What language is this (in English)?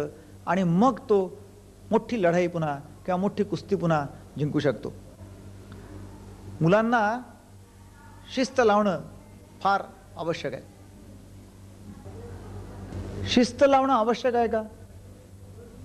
Marathi